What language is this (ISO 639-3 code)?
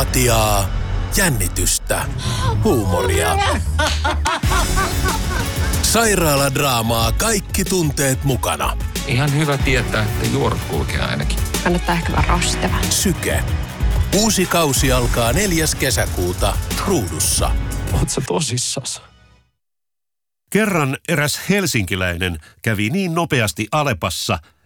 fin